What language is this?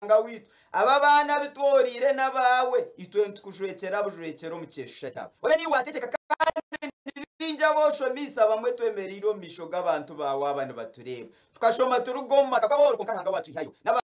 Nyankole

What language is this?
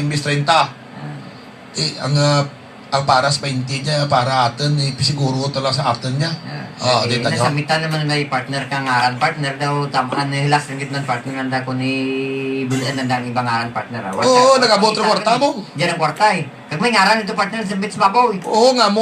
Hiligaynon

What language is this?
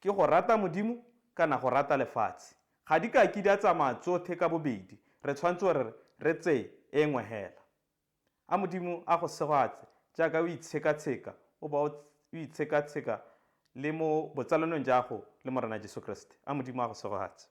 Tswana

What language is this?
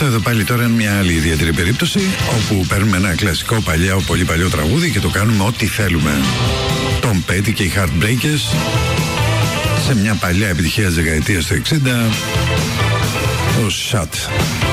Greek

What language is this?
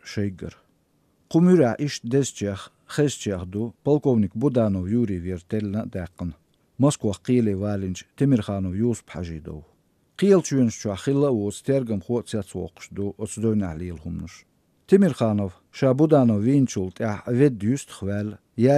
Chechen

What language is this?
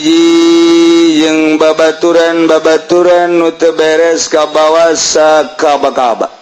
Sundanese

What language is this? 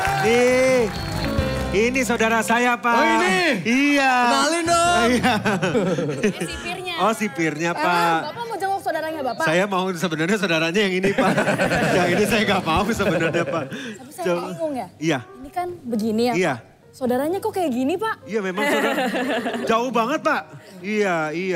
Indonesian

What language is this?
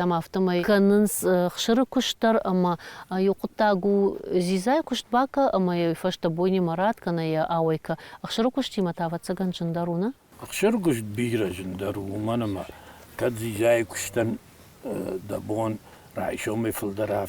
Ossetic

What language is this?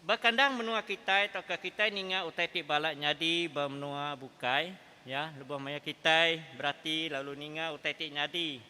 Iban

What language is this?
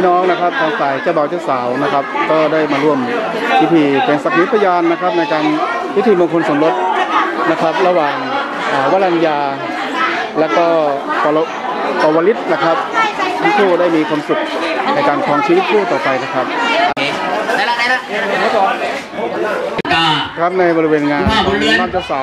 Thai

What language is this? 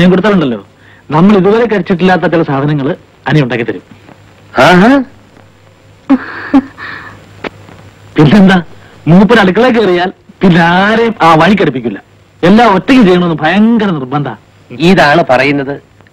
Malayalam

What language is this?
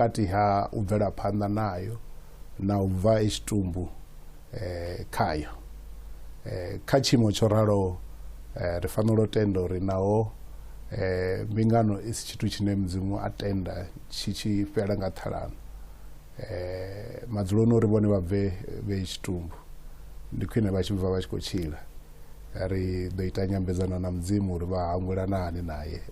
Venda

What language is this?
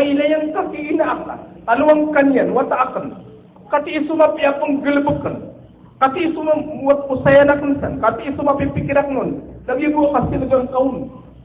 Maranao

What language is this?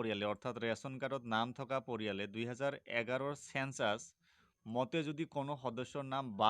Assamese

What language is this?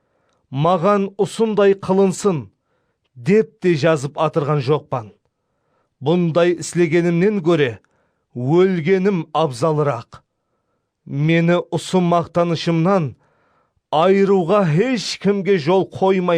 Kara-Kalpak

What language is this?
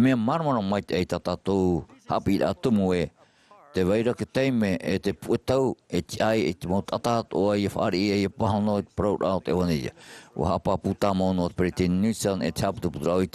Tahitian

